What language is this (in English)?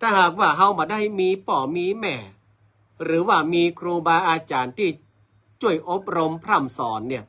Northern Thai